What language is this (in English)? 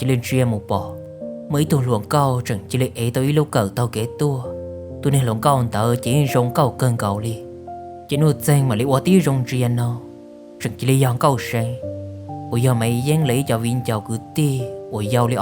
Hmong